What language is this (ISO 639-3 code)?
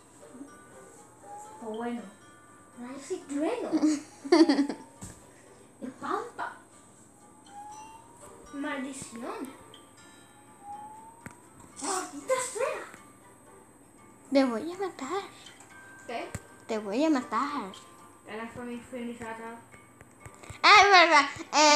spa